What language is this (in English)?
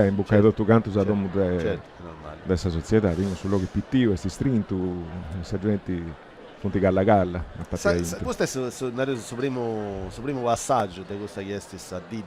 Sardinian